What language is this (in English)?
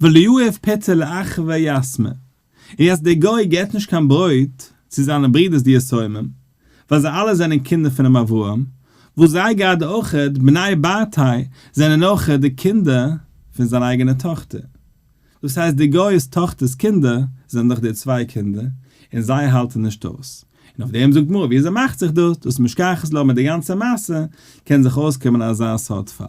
Yiddish